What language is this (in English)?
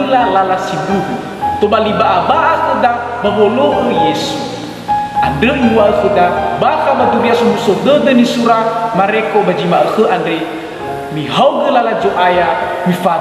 Nias